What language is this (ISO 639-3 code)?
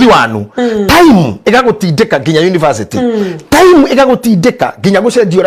kik